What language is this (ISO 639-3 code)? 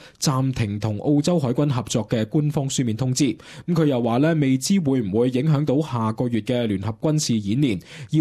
yue